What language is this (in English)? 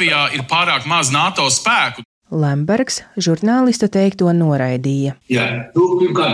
Latvian